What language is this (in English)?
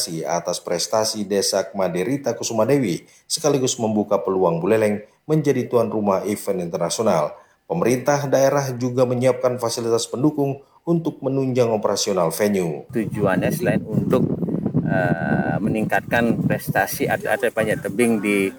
Indonesian